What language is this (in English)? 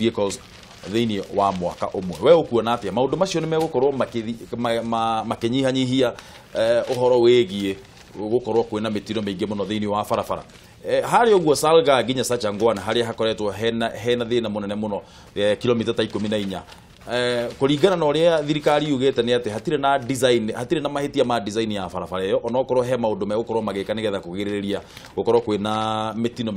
Kikuyu